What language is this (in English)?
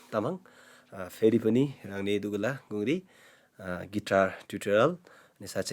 Eastern Tamang